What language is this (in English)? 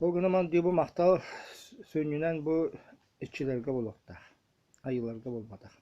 Yakut